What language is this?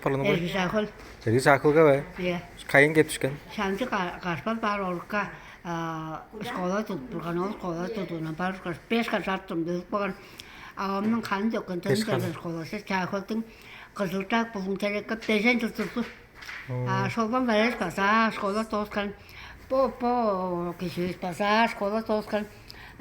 Tuvinian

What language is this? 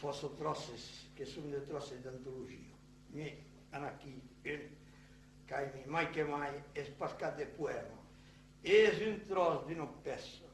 Occitan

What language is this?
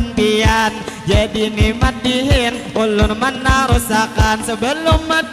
Banjar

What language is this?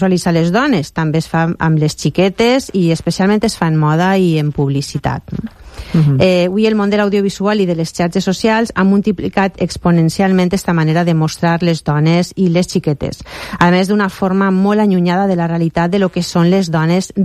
Catalan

